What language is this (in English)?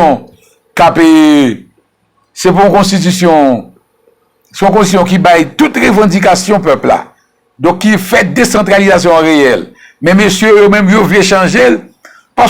Haitian Creole